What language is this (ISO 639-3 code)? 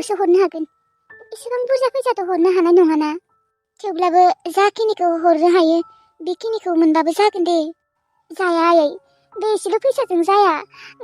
brx